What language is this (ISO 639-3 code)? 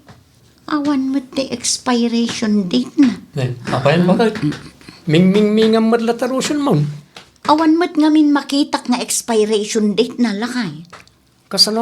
ilo